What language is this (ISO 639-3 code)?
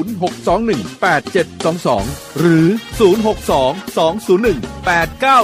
tha